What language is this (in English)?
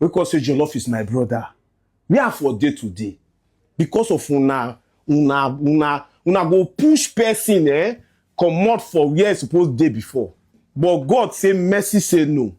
Nigerian Pidgin